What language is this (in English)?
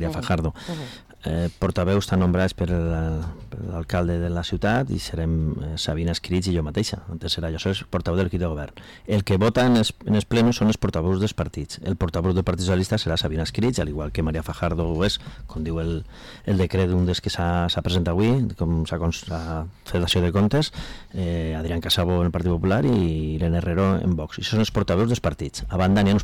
Catalan